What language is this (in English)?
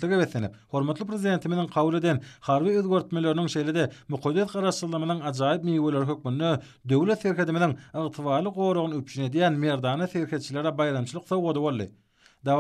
Turkmen